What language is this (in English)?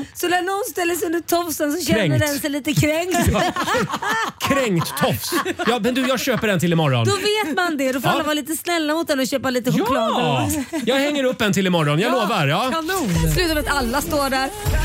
Swedish